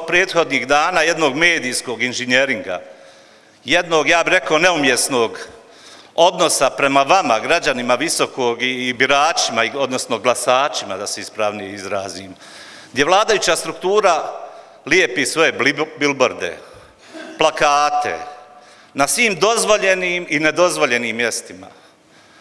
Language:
Bosnian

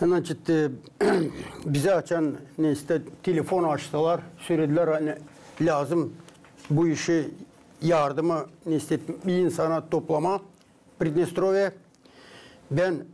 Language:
Gagauz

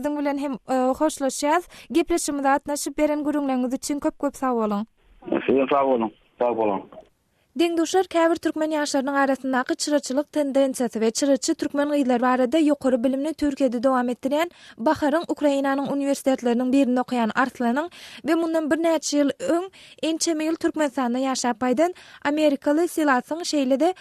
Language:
Turkmen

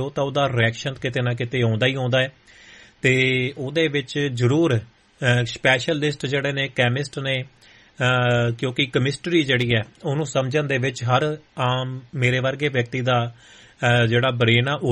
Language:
Punjabi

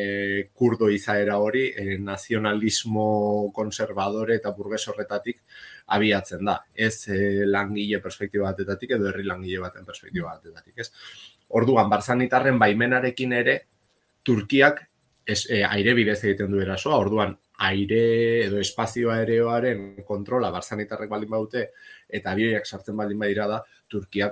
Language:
Basque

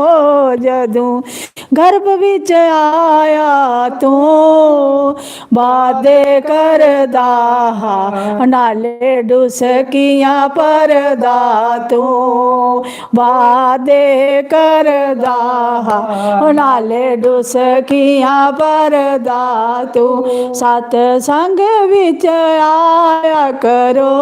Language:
Dogri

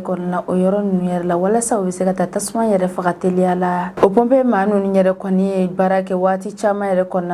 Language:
Bambara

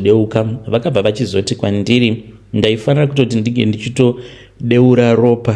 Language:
Shona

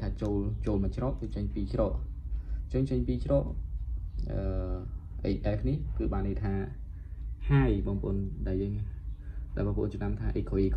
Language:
Khmer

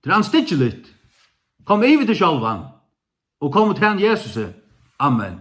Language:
Faroese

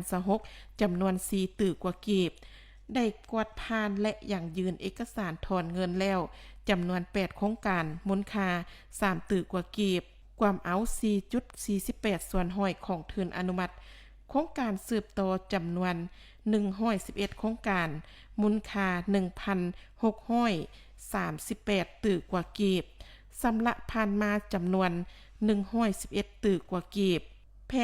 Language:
Lao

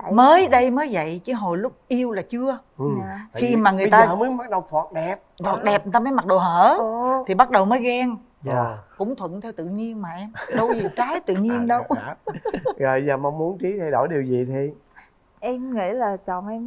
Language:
Vietnamese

